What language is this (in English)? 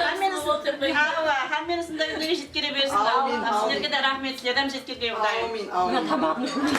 Kara-Kalpak